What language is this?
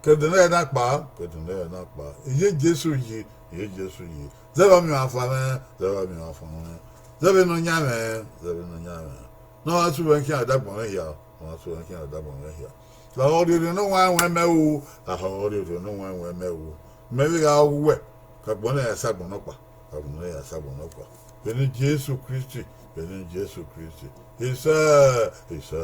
Bini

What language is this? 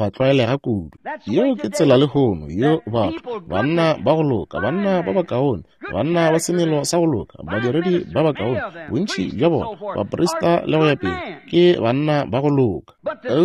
Northern Sotho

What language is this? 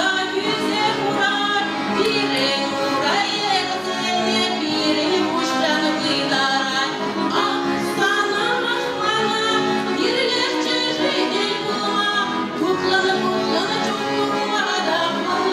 Chuvash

